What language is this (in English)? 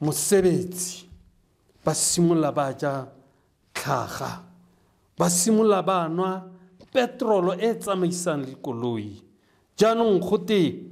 Tswana